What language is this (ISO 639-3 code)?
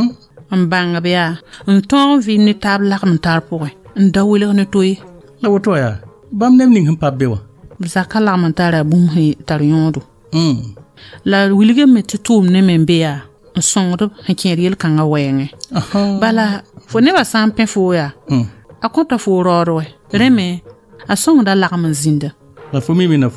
mos